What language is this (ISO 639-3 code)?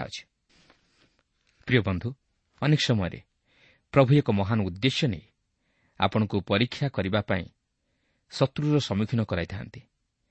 ori